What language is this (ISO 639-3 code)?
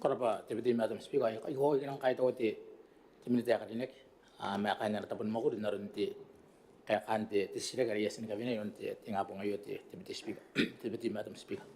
gil